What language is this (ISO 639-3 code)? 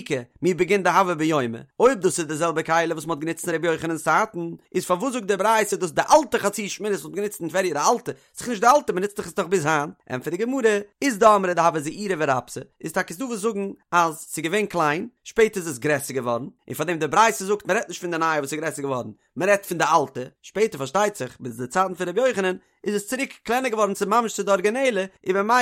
yid